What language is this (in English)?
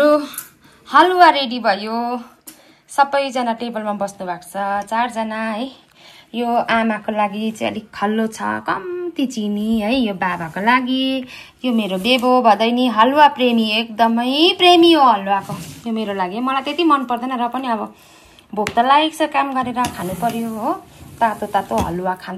Nepali